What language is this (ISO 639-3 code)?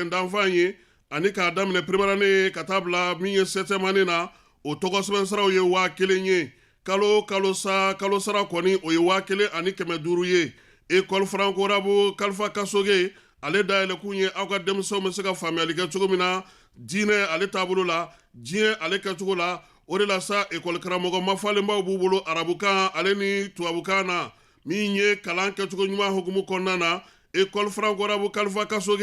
bam